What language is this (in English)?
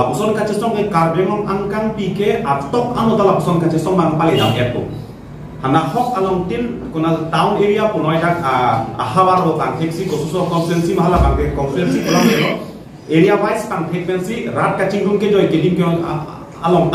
Karbi